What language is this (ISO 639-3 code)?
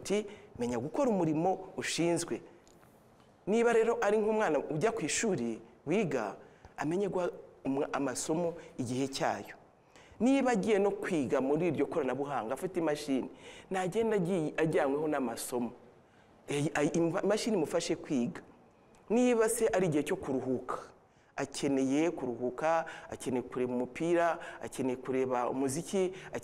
kin